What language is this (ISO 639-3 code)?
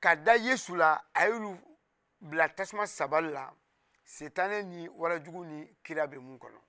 bam